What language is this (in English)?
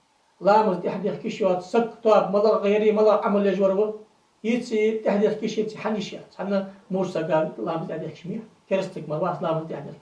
Ingush